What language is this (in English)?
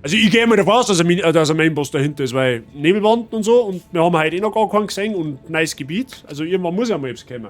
Bavarian